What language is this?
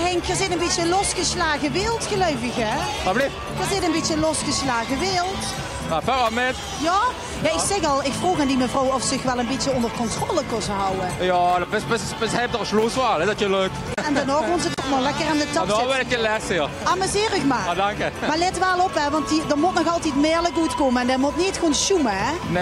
Limburgish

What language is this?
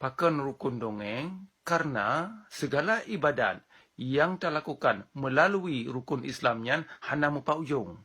Achinese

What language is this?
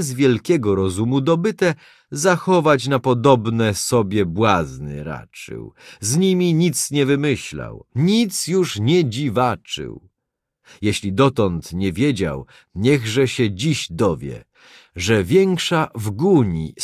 Polish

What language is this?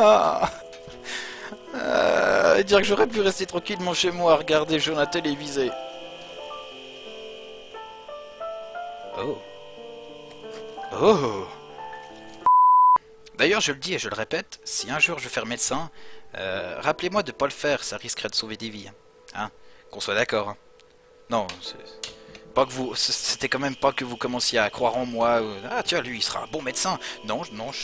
French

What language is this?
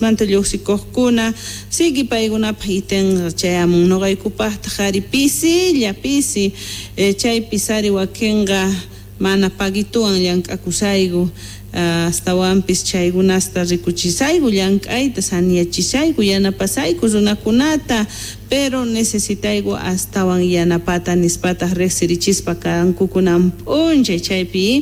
South Bolivian Quechua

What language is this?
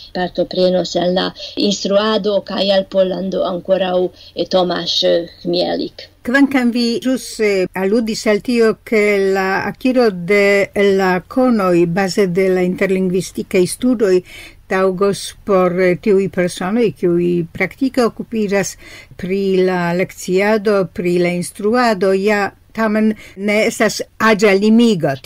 Esperanto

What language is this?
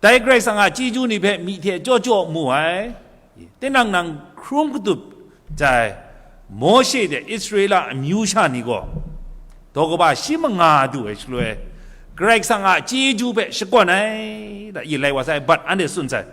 Kachin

